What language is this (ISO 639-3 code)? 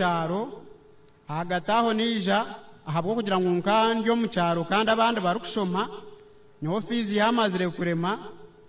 nyn